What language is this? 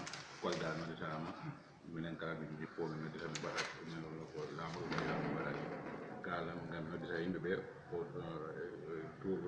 Fula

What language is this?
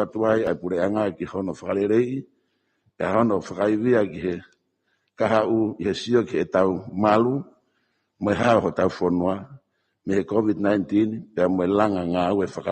Tongan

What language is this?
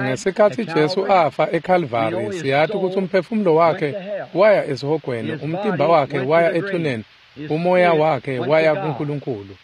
Swati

